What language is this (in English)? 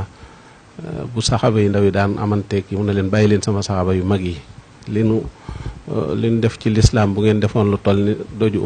Wolof